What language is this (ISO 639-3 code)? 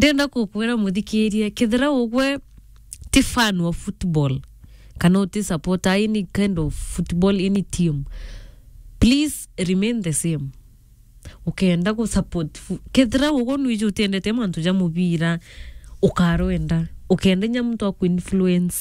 mer